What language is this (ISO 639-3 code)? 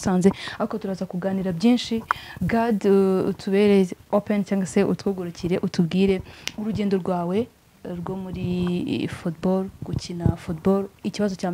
kin